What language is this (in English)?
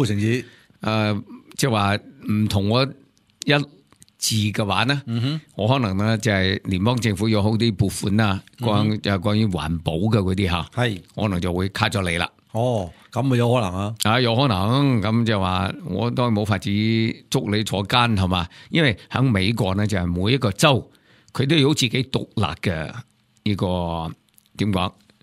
Cantonese